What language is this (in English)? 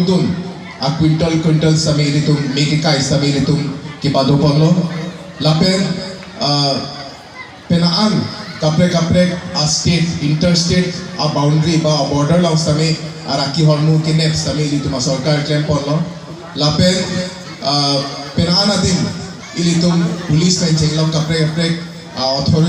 Karbi